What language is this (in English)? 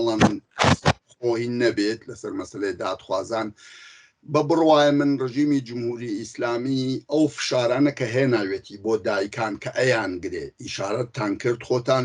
Central Kurdish